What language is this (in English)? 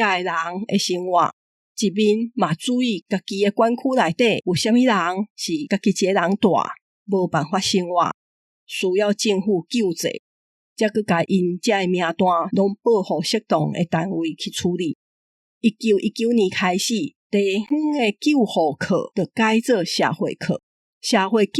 Min Nan Chinese